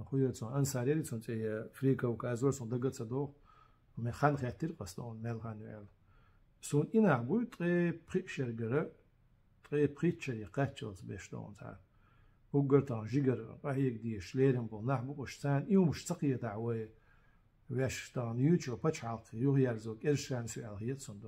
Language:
Chechen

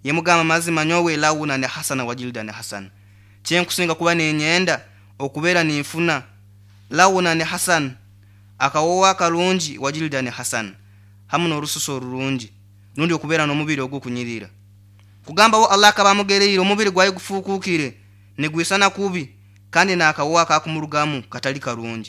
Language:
Nyoro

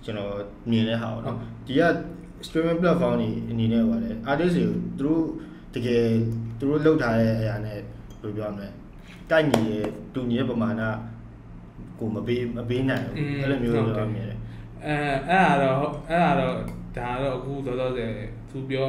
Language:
Burmese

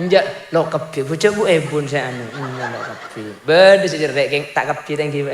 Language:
Madurese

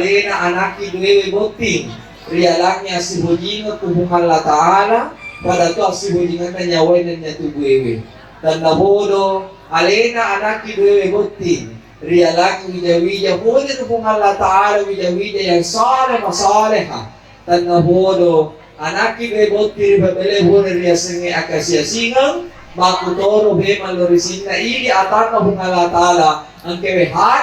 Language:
Buginese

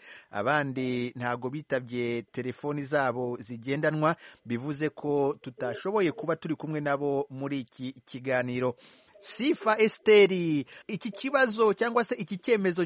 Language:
Kinyarwanda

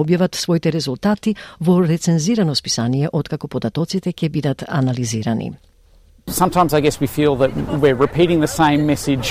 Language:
Macedonian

